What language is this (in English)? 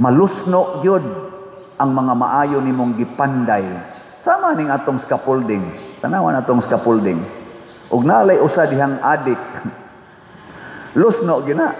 Cebuano